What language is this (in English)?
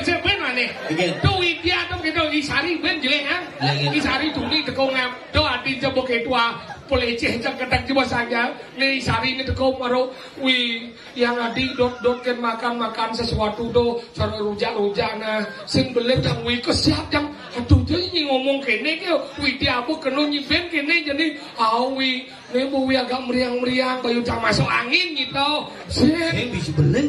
Balinese